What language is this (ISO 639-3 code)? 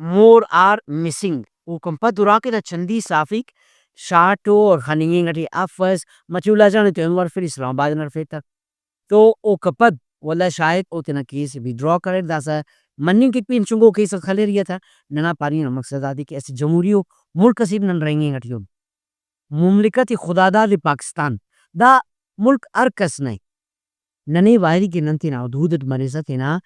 brh